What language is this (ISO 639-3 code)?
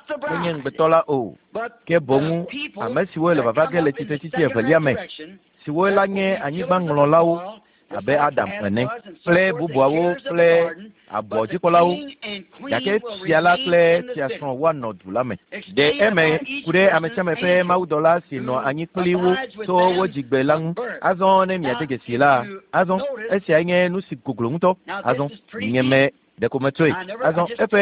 ewe